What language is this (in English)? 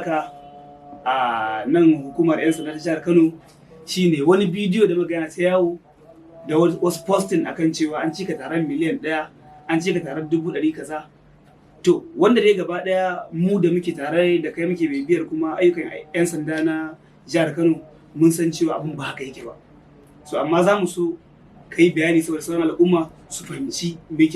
Hausa